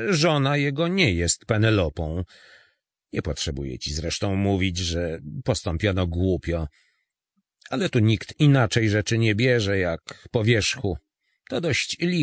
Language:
Polish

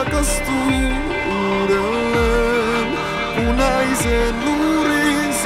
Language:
Finnish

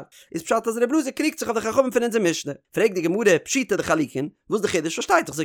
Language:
Yiddish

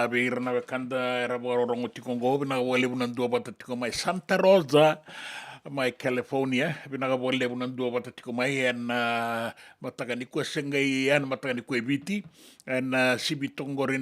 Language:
Fijian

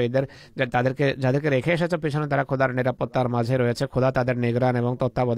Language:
Bangla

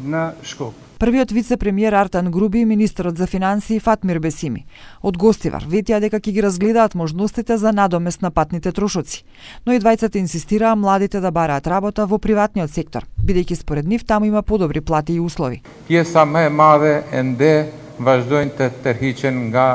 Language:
Macedonian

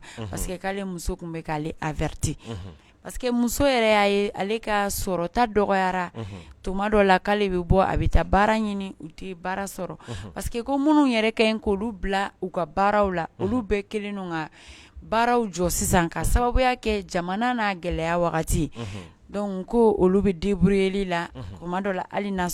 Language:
Bambara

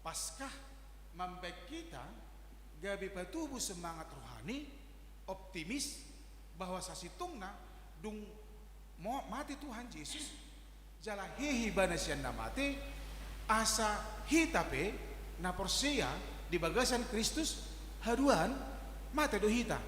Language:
Batak Toba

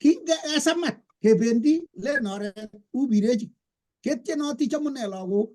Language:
Kalenjin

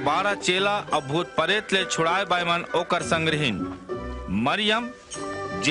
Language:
Chhattisgarhi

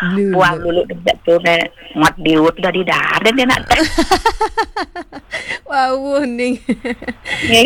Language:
Balinese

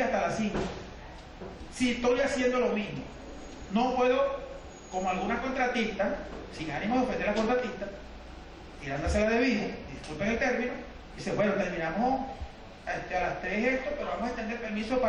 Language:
Spanish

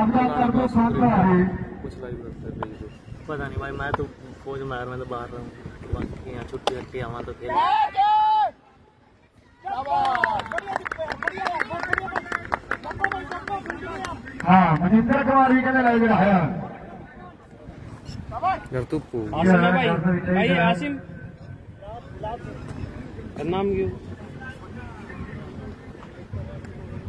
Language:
Punjabi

